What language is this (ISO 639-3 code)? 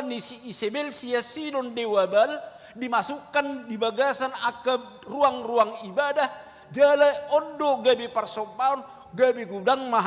bbc